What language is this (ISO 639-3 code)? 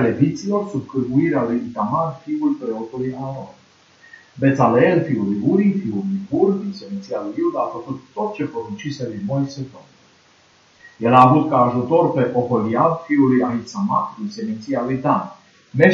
ron